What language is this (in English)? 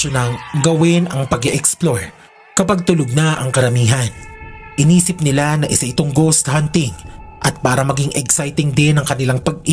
Filipino